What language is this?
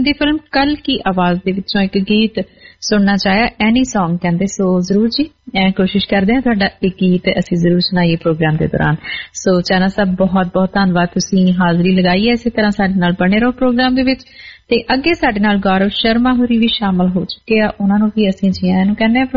Punjabi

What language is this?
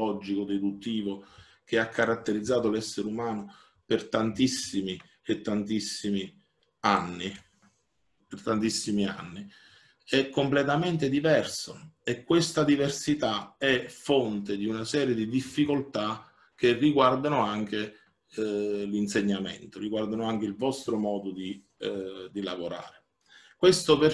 Italian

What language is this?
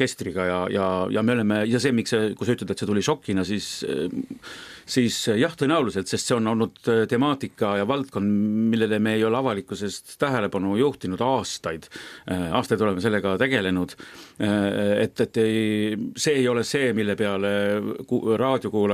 Estonian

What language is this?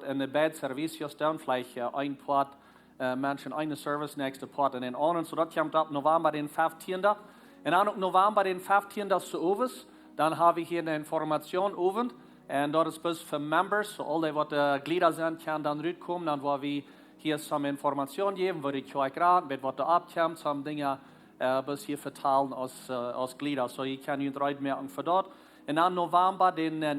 Plautdietsch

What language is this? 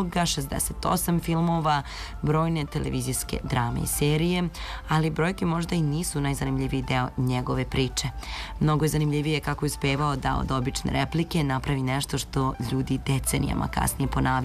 Serbian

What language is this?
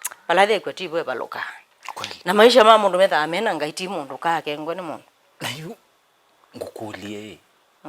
Kamba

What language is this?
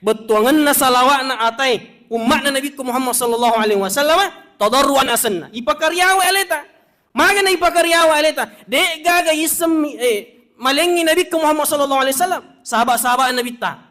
Buginese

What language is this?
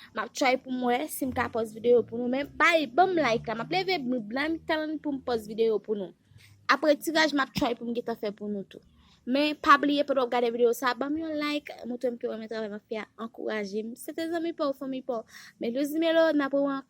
Haitian Creole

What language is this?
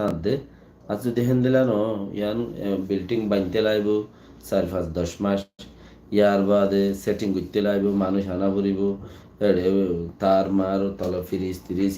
Rohingya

